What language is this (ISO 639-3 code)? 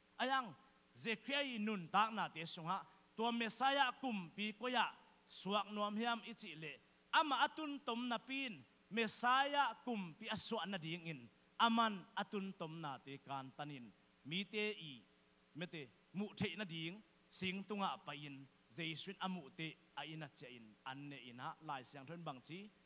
ctd